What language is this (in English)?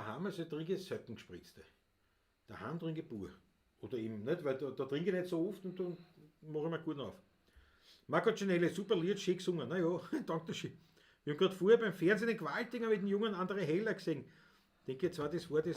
Bavarian